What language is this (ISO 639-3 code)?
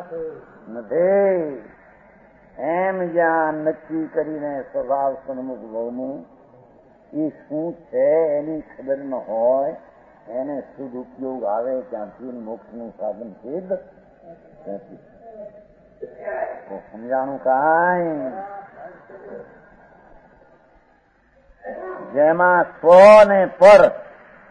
guj